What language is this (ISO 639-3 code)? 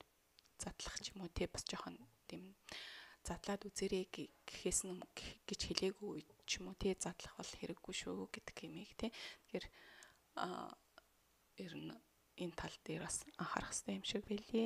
mon